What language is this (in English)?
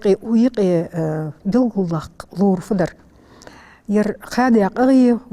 Ingush